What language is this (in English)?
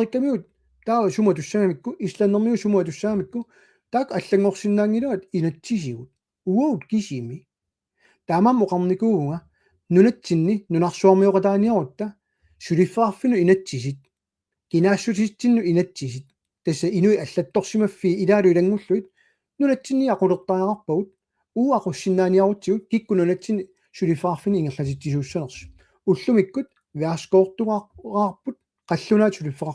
Kalaallisut